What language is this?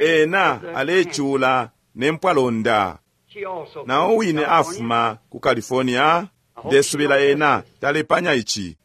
Bemba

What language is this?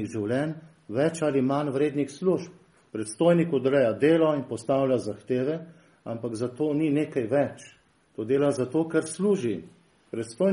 Slovenian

